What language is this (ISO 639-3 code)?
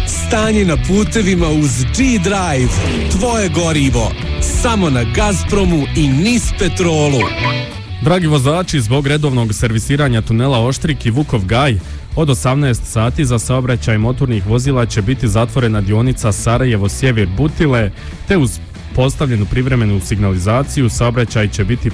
bos